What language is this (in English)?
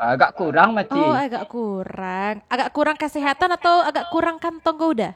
Minangkabau